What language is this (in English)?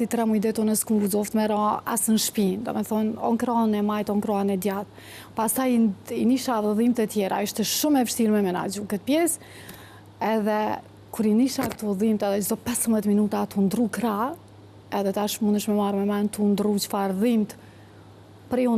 Albanian